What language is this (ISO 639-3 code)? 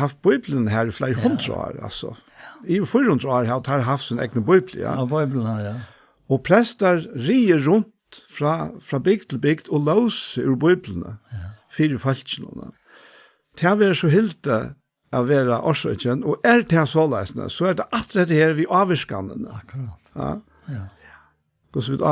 fao